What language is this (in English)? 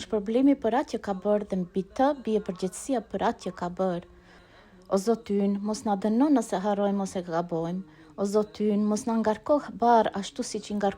Albanian